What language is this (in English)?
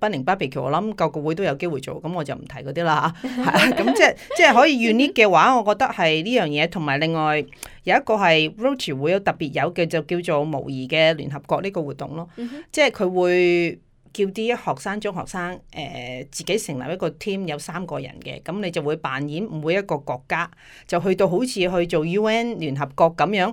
Cantonese